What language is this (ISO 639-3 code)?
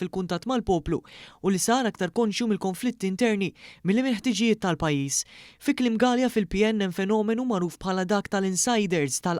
mlt